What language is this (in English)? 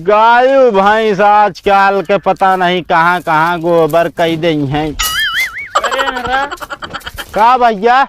Awadhi